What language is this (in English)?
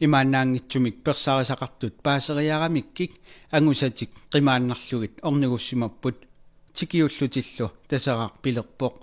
Kalaallisut